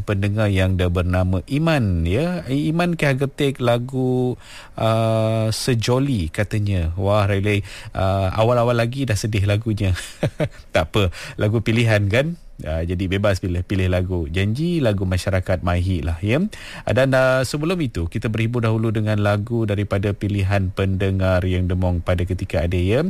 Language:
Malay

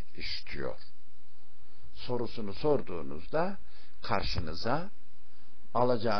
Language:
Turkish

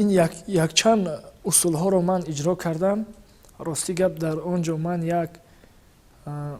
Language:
Tajik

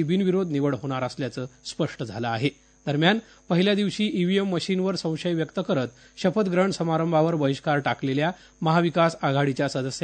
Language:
Marathi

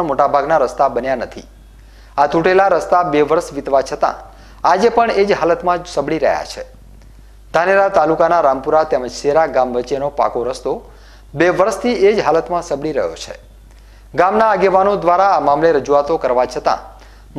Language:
Gujarati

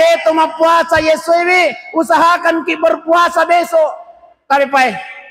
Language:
Buginese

